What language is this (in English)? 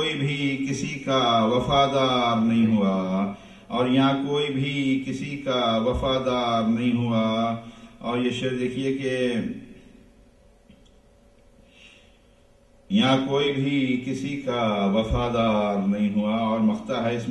Urdu